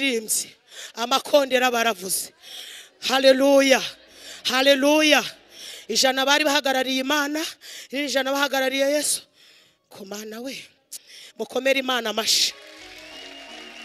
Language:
Kinyarwanda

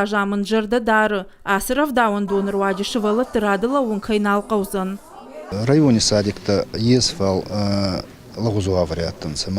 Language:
Ossetic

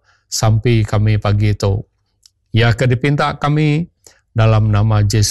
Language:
Iban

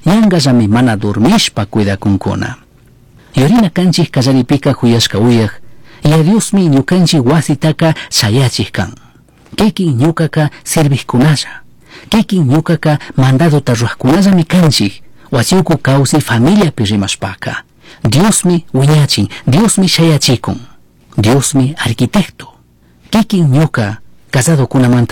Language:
Chimborazo Highland Quichua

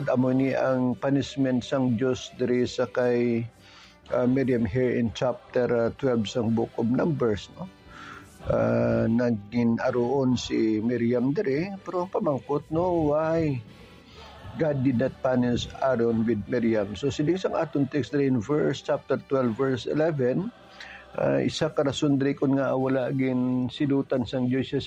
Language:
Hiligaynon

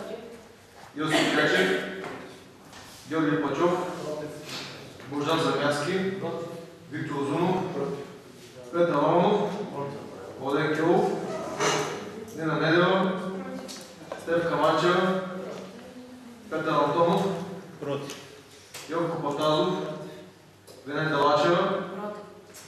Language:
Bulgarian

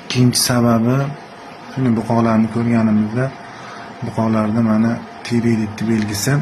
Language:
Uzbek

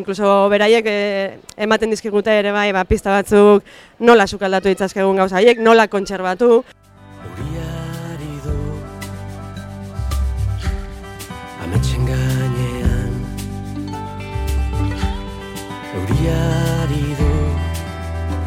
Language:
Basque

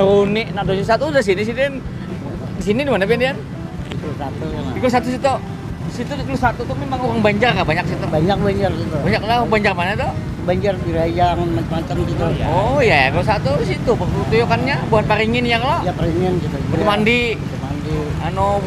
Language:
Banjar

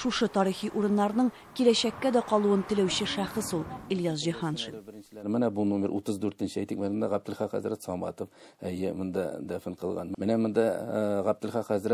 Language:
Tatar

